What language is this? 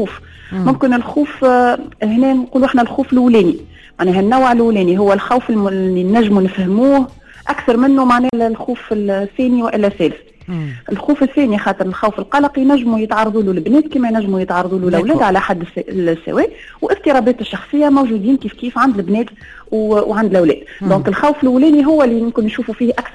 Tunisian Arabic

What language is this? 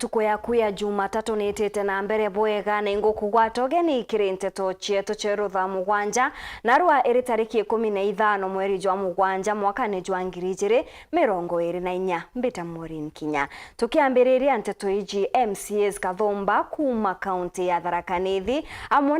Meru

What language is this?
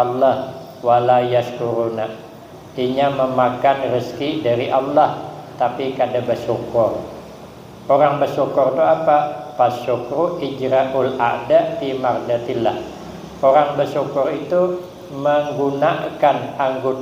Banjar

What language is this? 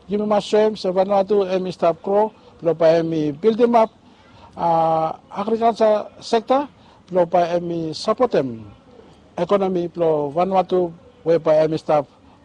Bislama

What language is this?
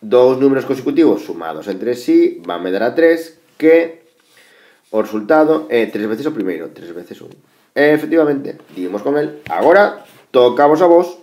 Galician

